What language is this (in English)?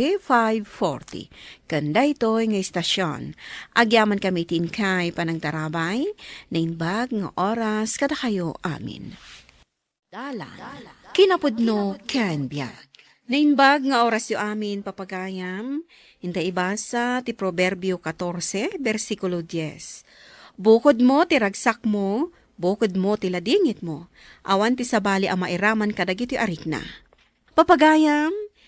Iloko